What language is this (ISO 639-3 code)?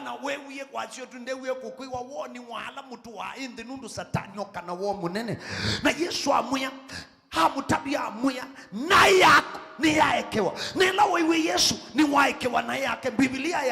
kam